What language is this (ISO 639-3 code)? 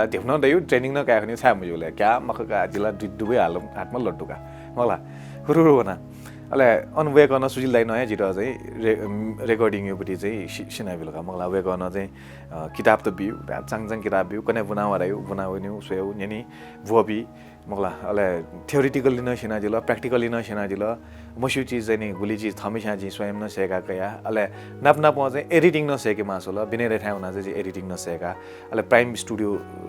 new